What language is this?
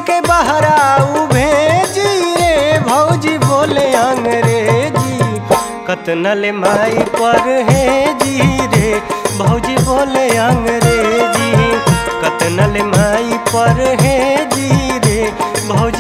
Bhojpuri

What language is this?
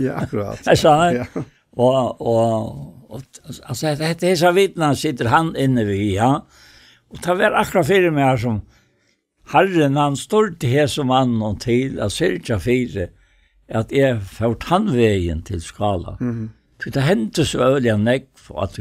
Faroese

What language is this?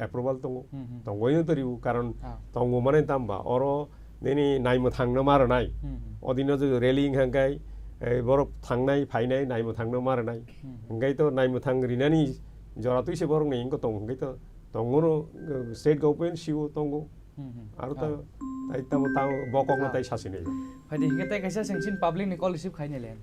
Kok Borok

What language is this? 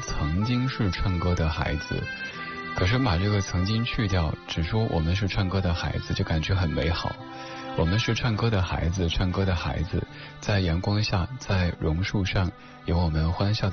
Chinese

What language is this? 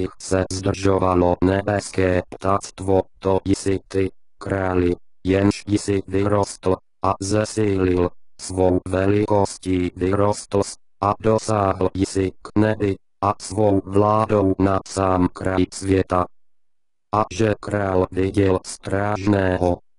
Czech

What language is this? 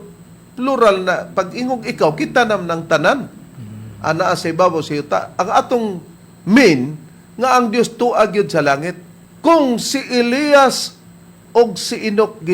Cebuano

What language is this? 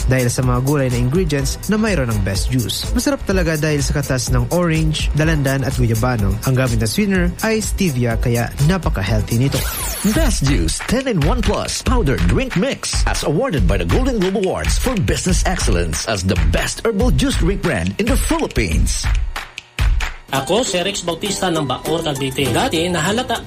Filipino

